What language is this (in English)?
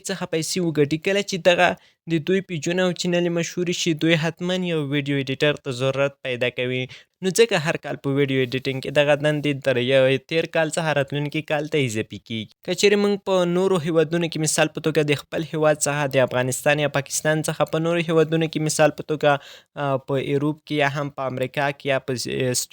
Pashto